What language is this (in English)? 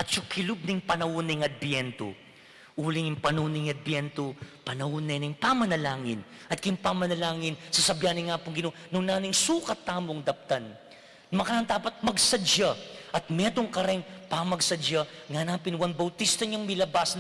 Pampanga